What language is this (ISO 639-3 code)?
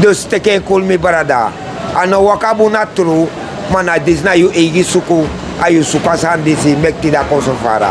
srn